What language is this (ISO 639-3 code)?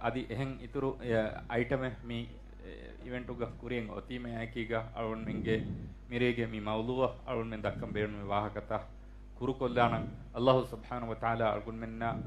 div